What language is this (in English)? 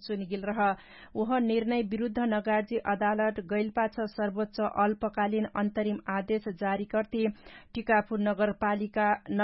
Dangaura Tharu